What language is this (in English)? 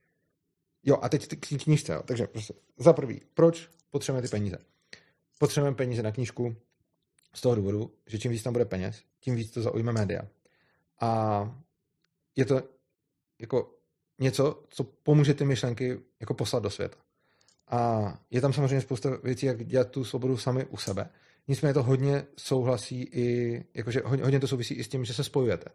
Czech